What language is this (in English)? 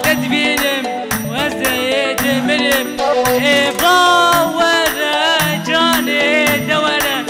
Kurdish